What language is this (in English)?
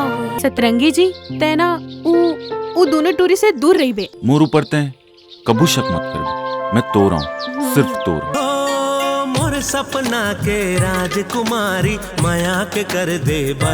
Chhattisgarhi